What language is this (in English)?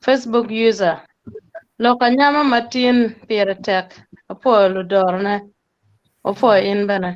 Acoli